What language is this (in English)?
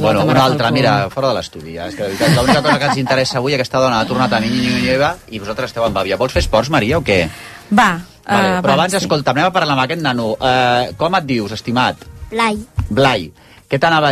Catalan